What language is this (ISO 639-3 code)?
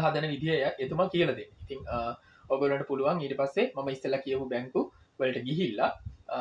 sin